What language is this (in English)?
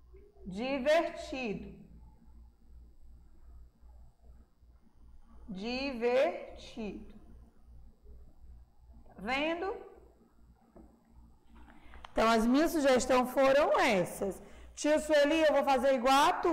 Portuguese